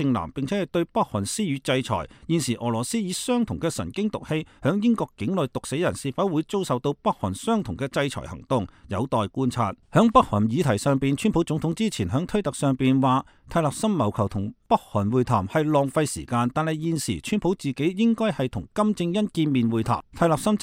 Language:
Cantonese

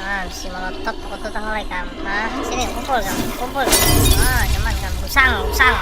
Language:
Banjar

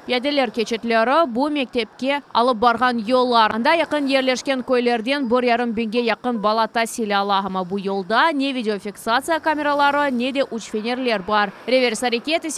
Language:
Crimean Tatar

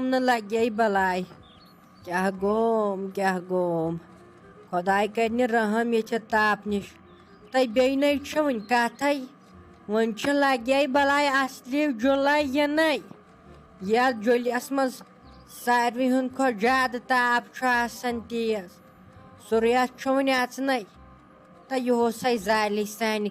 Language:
Kashmiri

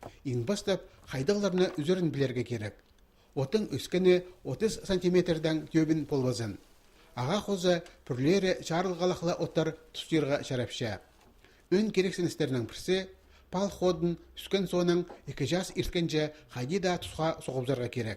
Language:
Khakas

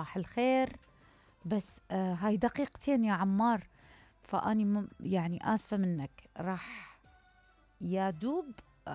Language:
Mesopotamian Arabic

